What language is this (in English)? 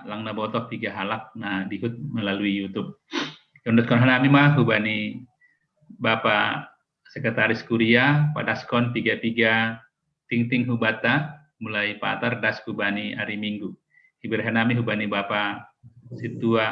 Batak Simalungun